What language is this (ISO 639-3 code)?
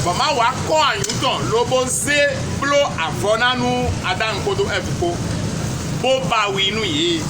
fon